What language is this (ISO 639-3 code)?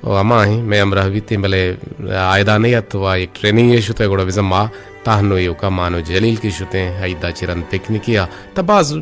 bgp